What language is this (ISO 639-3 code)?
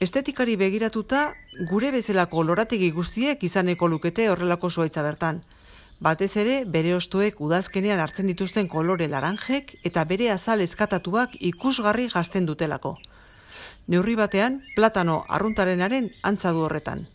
eus